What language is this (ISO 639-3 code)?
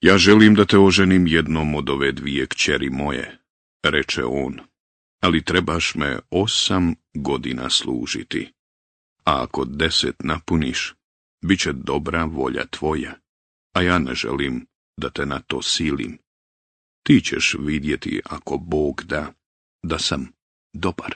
bos